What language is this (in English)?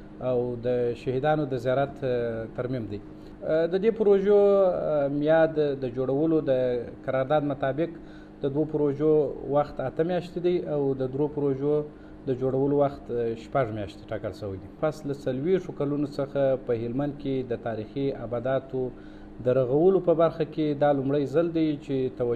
Pashto